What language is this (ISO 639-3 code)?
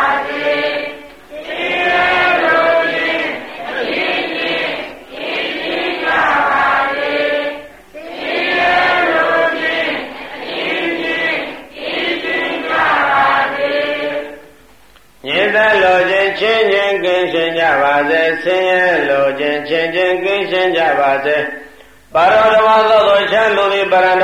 mya